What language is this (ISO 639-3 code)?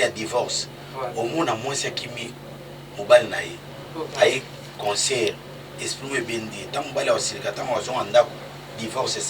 lin